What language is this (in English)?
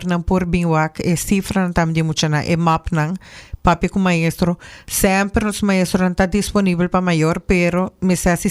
Papiamento